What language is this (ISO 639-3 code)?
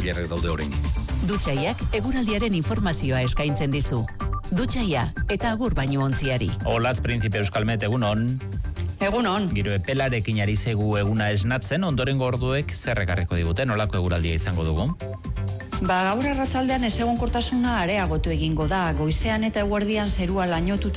eus